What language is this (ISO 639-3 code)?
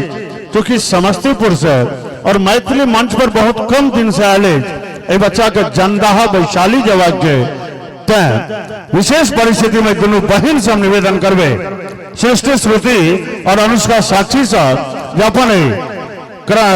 mai